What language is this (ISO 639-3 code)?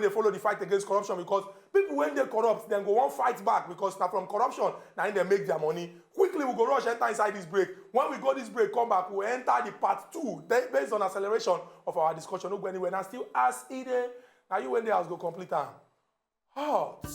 pcm